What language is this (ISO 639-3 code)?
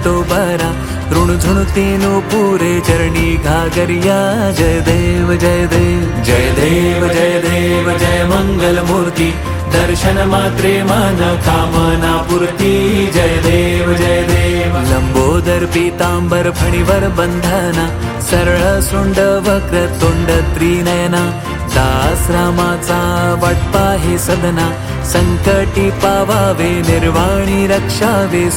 mar